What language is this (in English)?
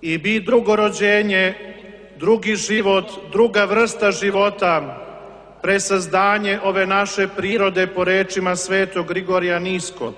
Serbian